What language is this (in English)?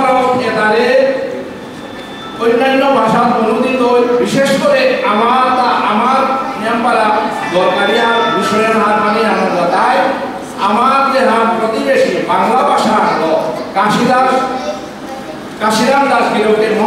Bangla